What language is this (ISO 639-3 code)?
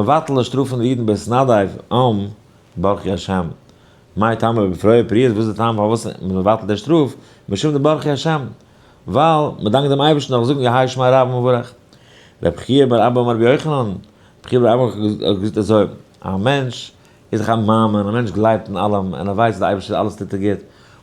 yid